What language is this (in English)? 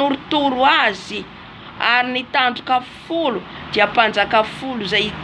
Malagasy